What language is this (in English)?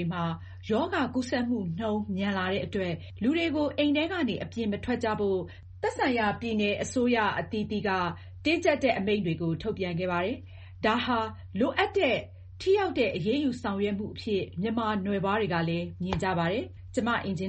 Burmese